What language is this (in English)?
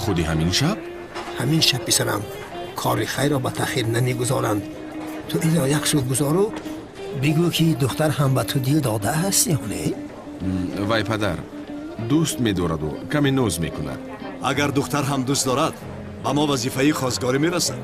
Tajik